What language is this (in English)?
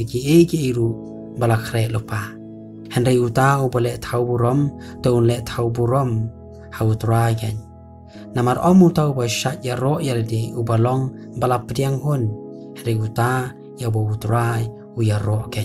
Khasi